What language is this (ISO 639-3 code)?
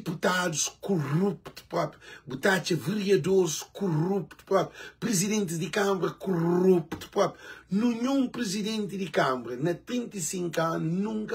kea